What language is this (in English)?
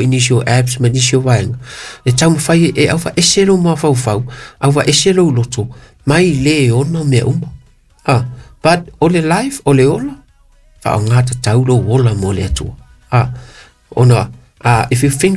Samoan